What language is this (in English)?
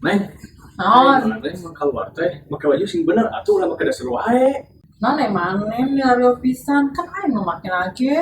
Sundanese